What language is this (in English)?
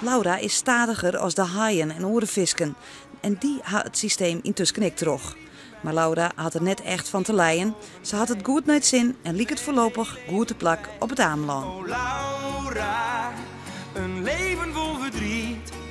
Western Frisian